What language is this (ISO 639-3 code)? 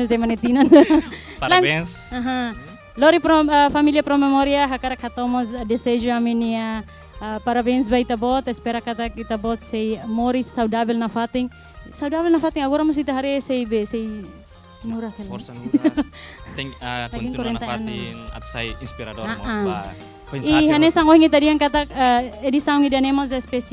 tet